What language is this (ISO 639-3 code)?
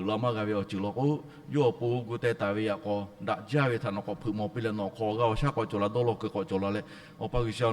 lhu